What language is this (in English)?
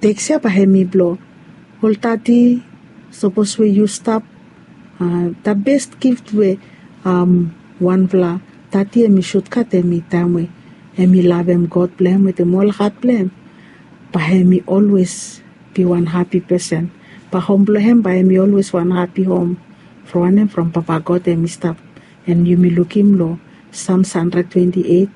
Bislama